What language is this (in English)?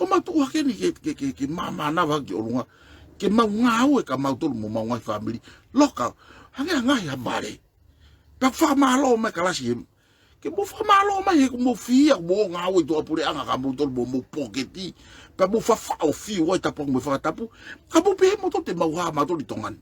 Tongan